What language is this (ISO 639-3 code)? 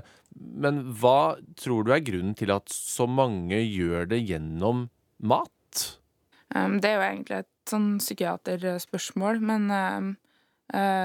nor